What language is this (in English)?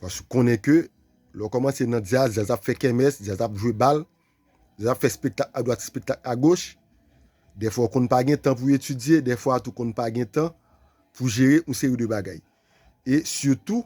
Haitian Creole